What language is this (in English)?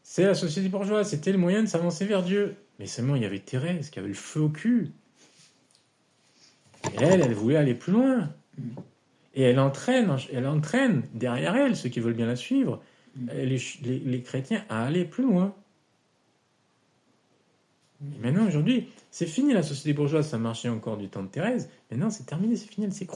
French